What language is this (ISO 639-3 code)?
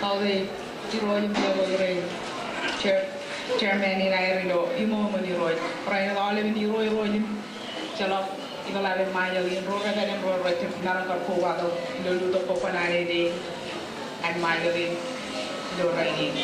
mah